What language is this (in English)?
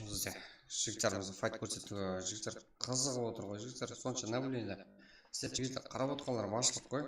Kara-Kalpak